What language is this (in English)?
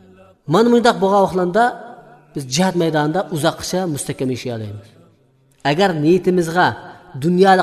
Uyghur